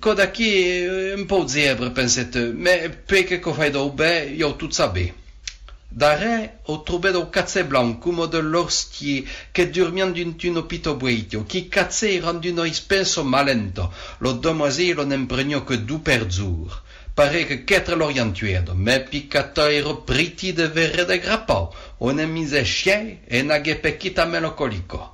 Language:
Occitan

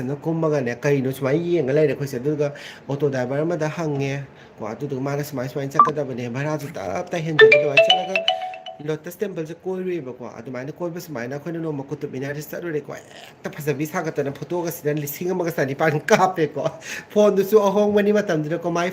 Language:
Manipuri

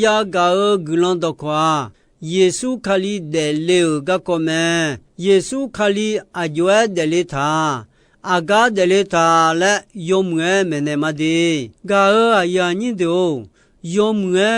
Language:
Akha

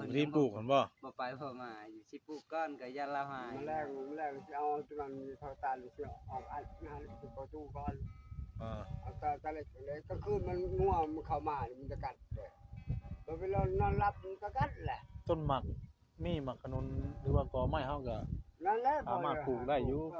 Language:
Northeastern Thai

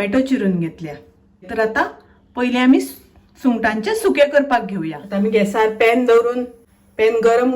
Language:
Konkani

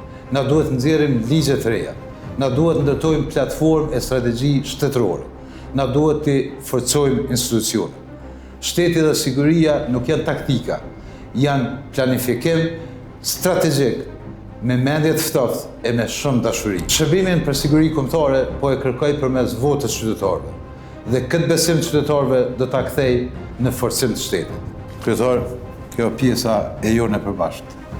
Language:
Albanian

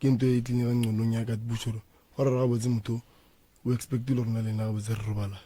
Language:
Northern Sotho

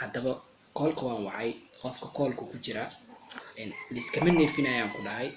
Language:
Somali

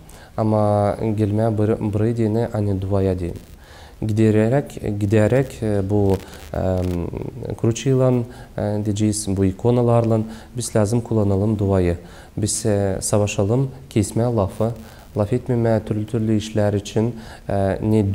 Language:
Gagauz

